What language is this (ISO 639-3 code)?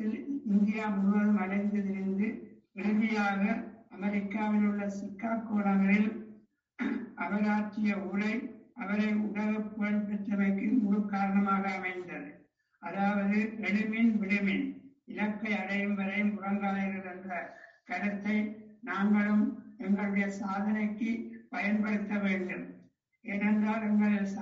tam